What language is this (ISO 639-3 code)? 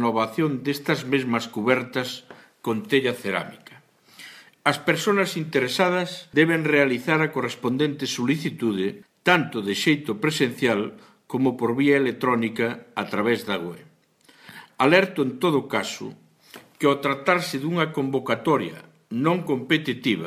glg